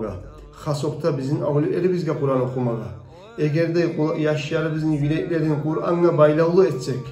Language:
Kumyk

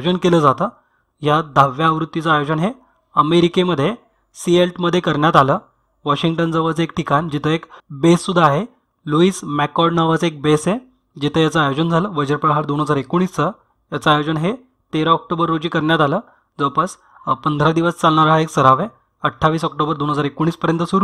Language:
Marathi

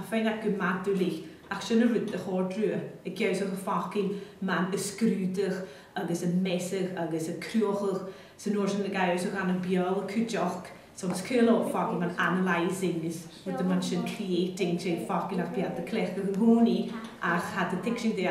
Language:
Scottish Gaelic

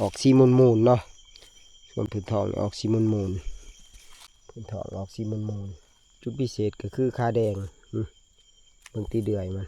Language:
Northeastern Thai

